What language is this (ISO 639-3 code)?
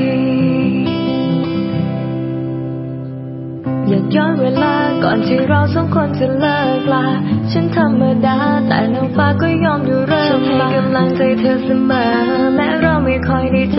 tha